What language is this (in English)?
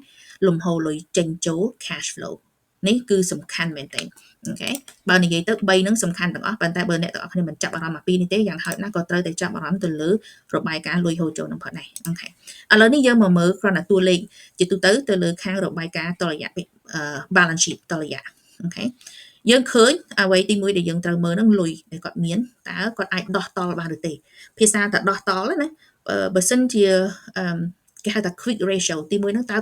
Khmer